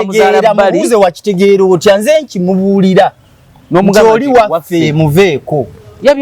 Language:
Ganda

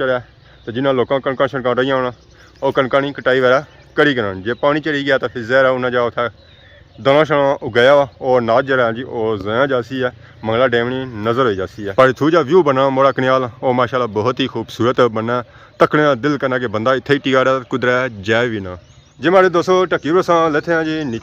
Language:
Pahari-Potwari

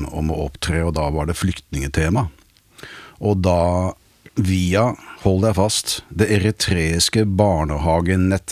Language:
Norwegian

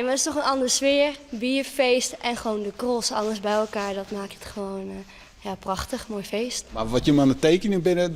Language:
Western Frisian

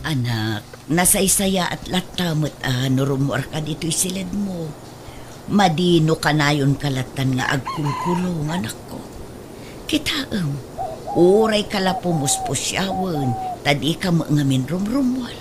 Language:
Iloko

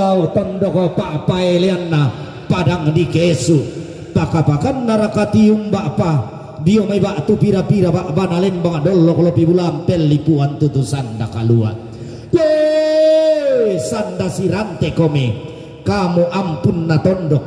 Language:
Toraja-Sa'dan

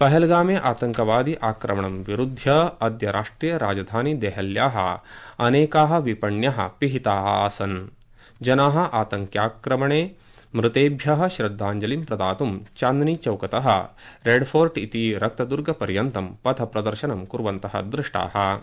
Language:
Sanskrit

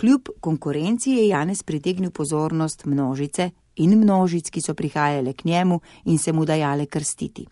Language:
Slovenian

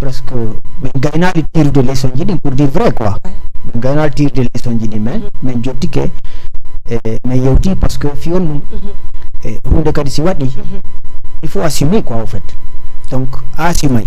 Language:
Fula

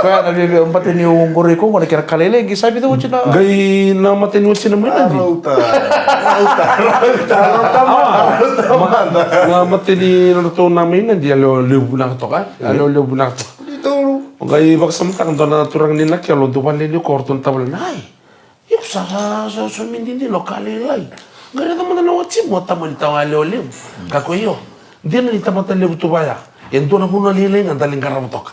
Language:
Fijian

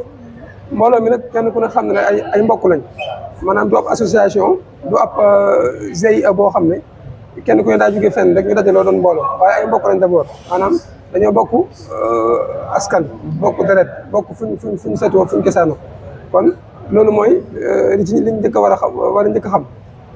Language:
Wolof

